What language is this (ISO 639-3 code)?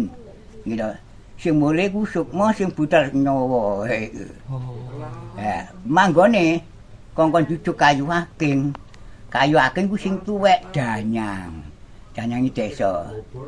jav